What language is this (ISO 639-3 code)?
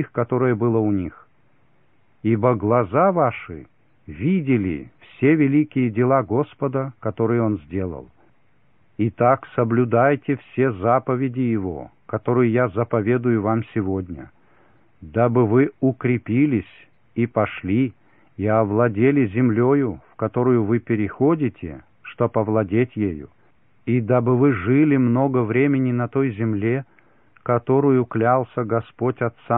rus